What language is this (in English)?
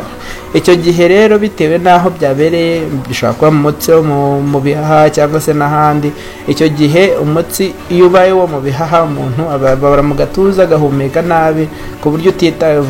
Kinyarwanda